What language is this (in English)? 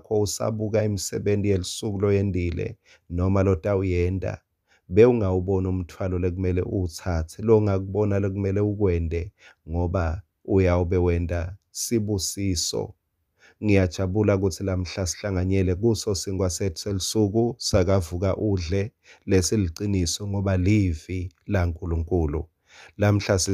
Swati